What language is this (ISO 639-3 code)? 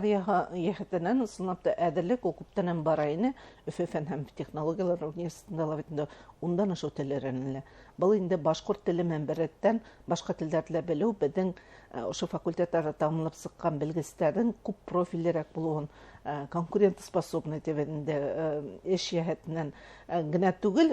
bak